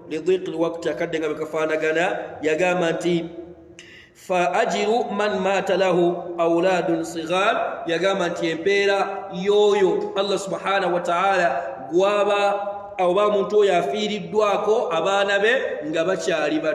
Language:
Ganda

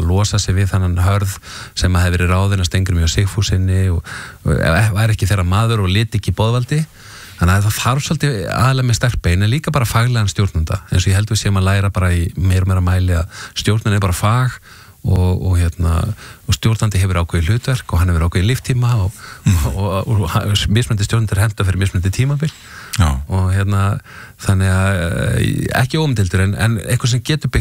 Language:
Icelandic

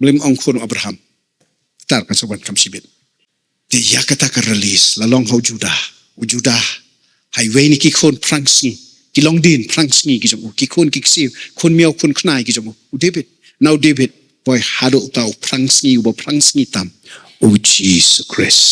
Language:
Khasi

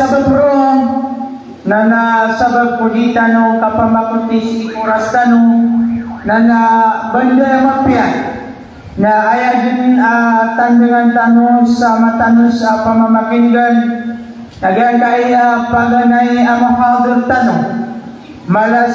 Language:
Maranao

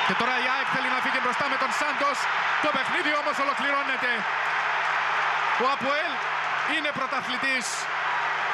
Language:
Greek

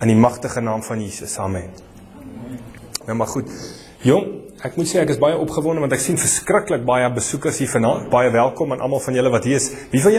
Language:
Afrikaans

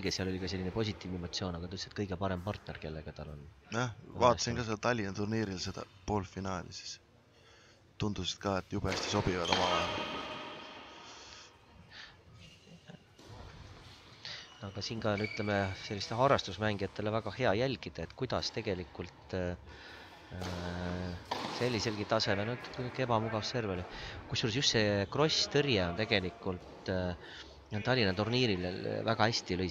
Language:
Estonian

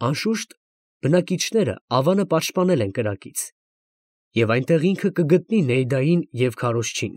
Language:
Armenian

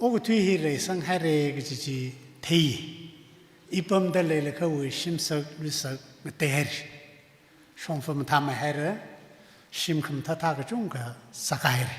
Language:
Tangkhul Naga (India)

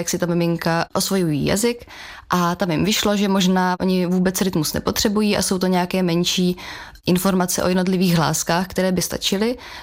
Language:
Czech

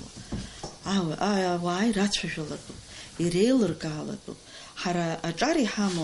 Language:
Abkhazian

